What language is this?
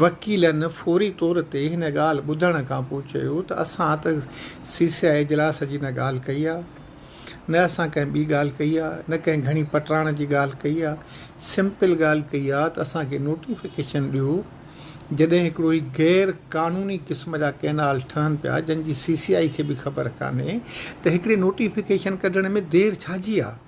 Sindhi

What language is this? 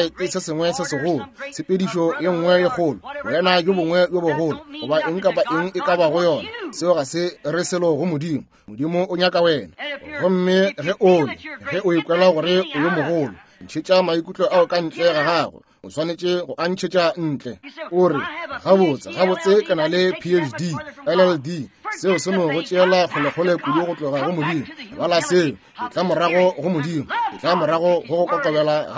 Northern Sotho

